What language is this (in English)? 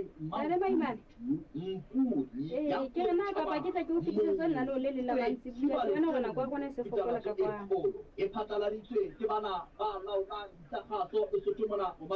Southern Sotho